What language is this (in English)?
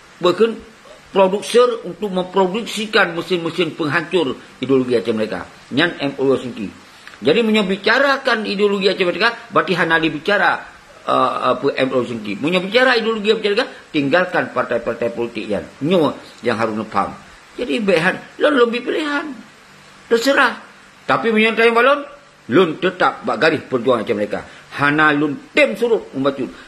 Achinese